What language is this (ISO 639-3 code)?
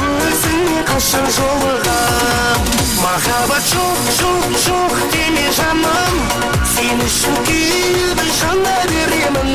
kaa